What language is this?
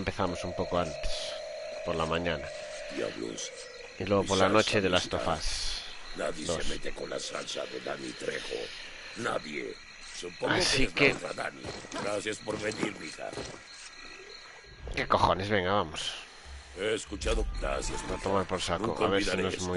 Spanish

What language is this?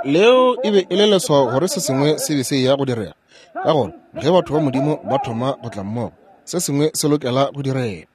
Northern Sotho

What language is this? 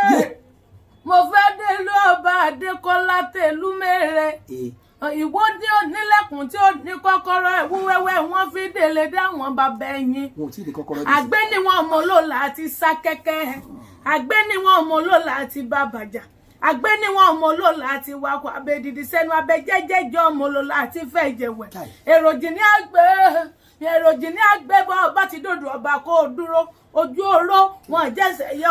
Yoruba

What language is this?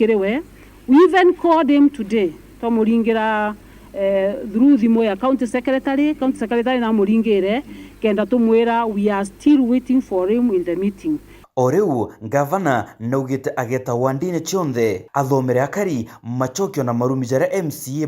Meru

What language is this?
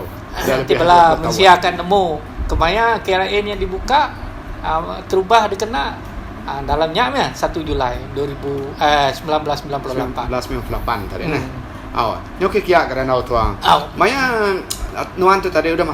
Iban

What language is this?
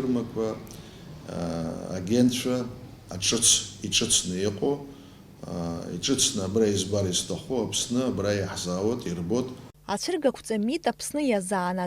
Abkhazian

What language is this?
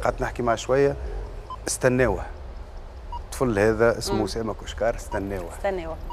Tunisian Arabic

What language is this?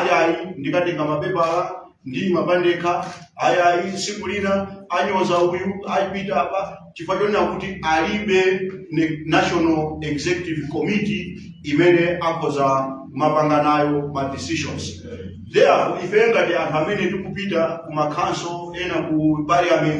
Nyanja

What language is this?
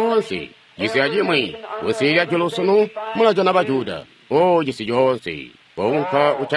Tonga (Zambia)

